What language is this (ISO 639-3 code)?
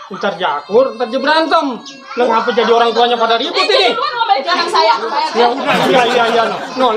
bew